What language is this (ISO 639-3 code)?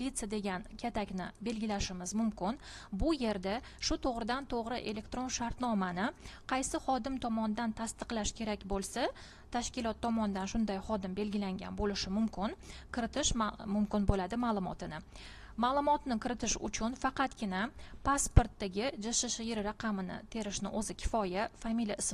uzb